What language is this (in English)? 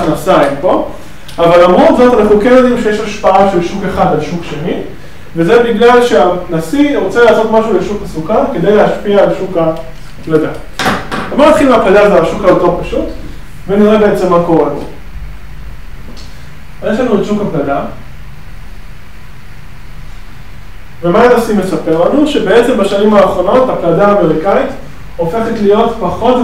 Hebrew